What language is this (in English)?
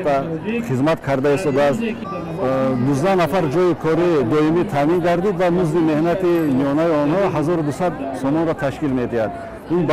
Tajik